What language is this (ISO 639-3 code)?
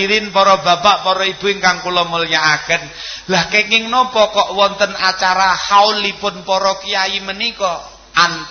jav